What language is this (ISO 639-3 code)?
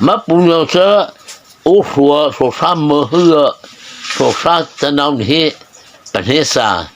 mrh